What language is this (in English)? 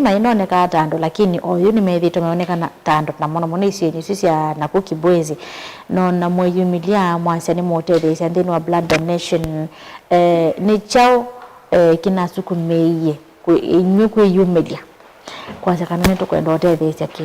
Kamba